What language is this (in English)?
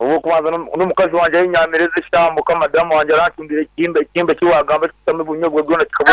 Nyankole